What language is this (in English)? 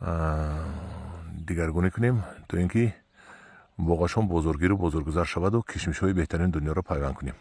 Tajik